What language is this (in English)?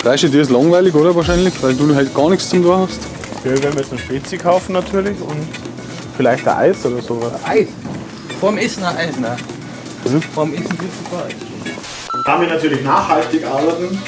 Bavarian